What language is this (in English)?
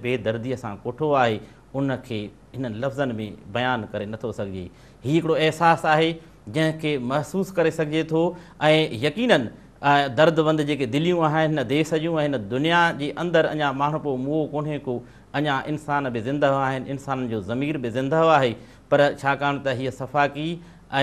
Sindhi